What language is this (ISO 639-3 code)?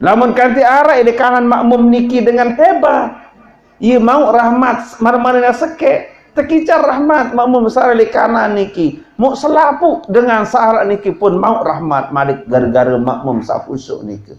sas